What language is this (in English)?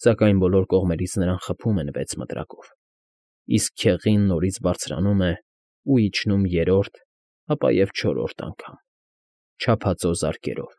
Armenian